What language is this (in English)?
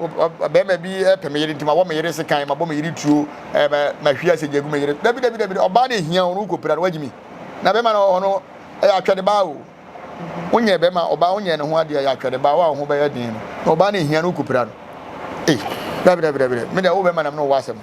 Akan